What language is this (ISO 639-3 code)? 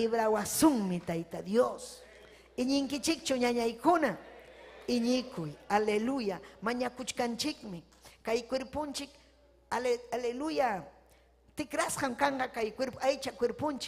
quy